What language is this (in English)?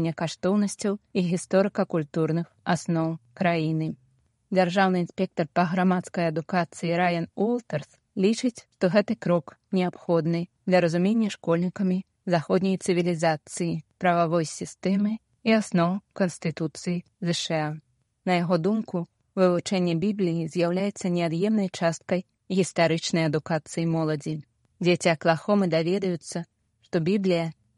Belarusian